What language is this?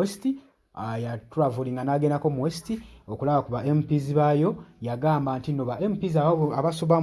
Ganda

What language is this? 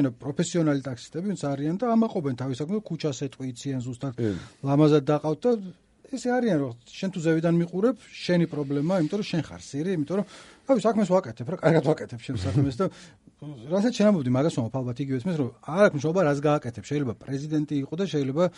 Georgian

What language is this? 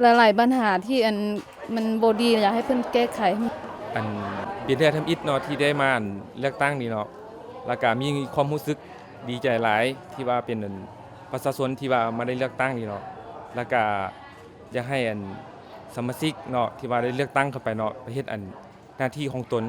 Lao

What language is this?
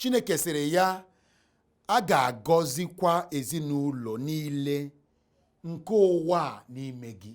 Igbo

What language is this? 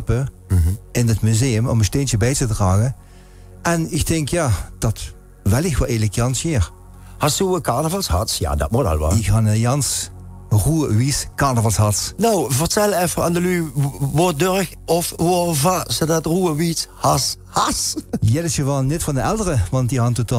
Limburgish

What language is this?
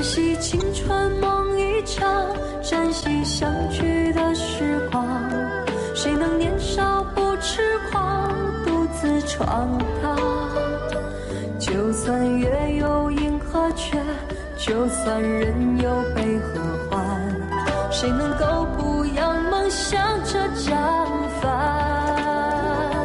Chinese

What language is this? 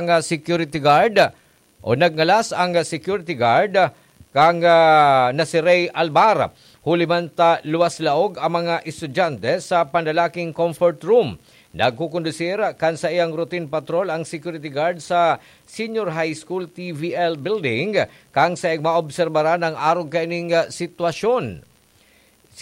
Bikol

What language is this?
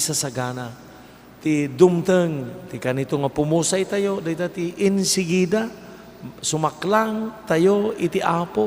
Iloko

